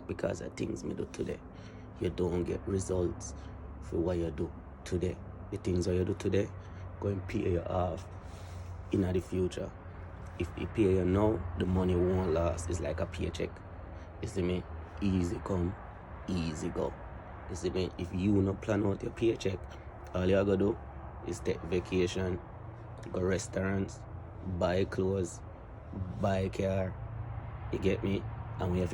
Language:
Jamaican Creole English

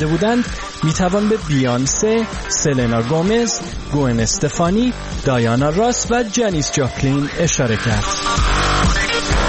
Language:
Persian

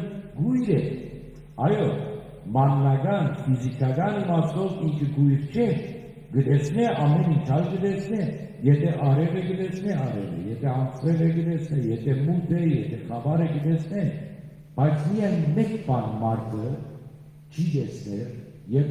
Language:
Western Armenian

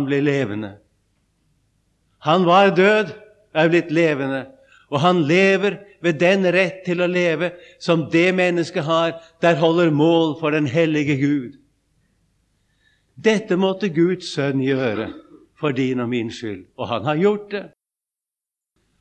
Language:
Norwegian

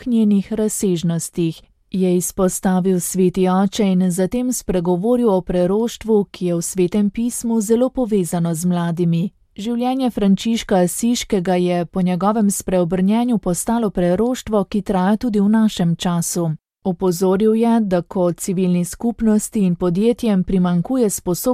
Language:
Slovenian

